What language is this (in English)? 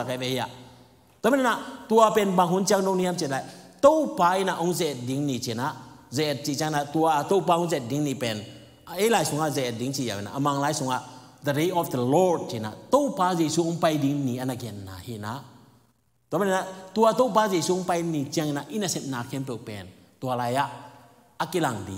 Tedim Chin